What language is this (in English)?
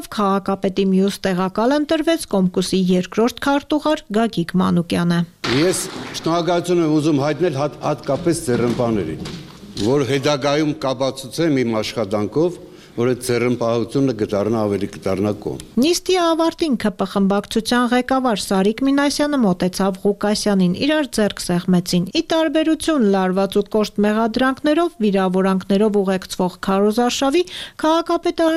Armenian